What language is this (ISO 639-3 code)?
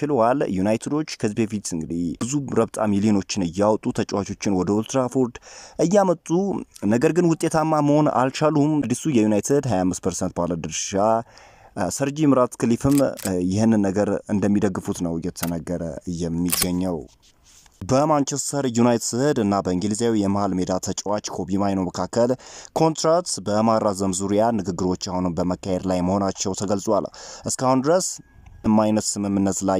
amh